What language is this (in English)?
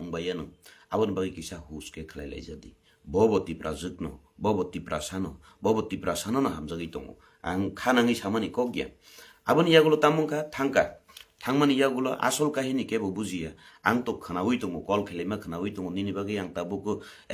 Kok Borok